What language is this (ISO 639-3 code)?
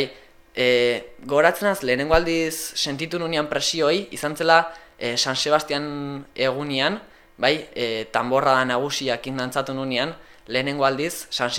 eus